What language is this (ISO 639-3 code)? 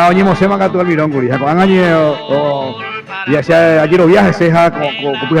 grn